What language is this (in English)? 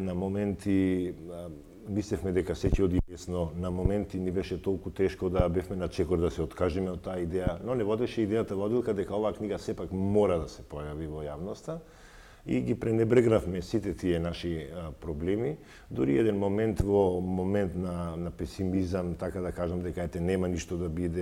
Macedonian